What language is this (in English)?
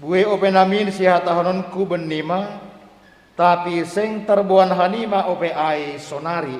Batak Simalungun